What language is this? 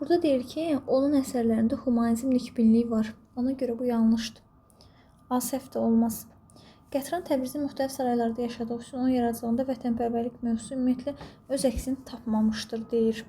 Azerbaijani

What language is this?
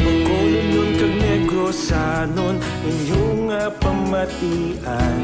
Hiligaynon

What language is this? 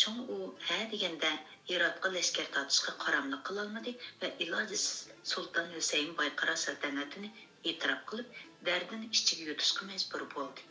Uyghur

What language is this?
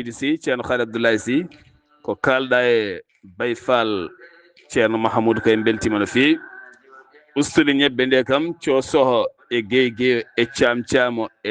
Fula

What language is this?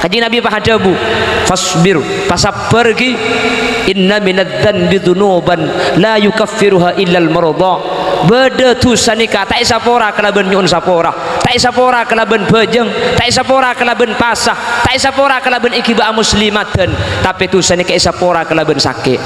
Madurese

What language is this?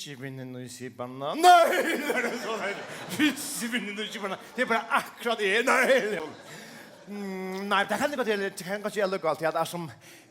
Faroese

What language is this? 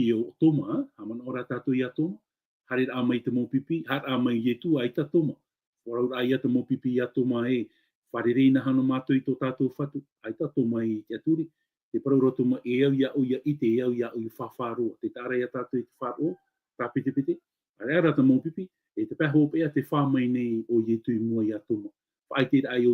Tahitian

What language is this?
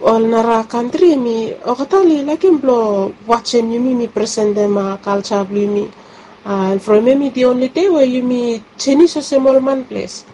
Bislama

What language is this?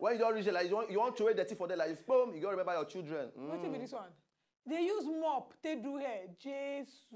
Nigerian Pidgin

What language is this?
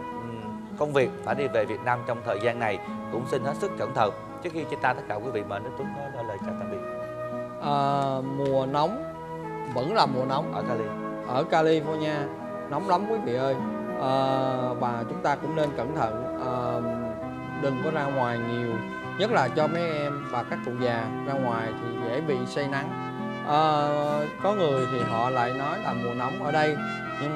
Vietnamese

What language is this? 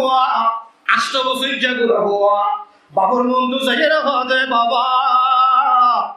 Rohingya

